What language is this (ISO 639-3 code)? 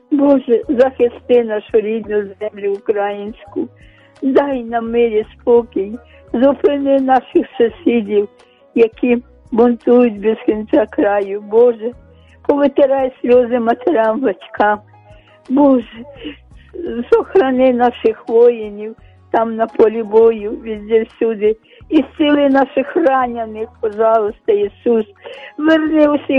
ukr